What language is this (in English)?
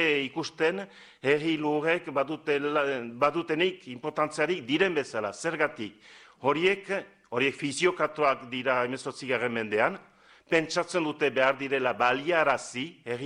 Basque